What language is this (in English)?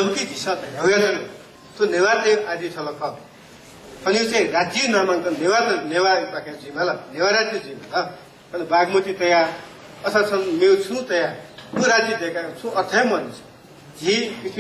Newari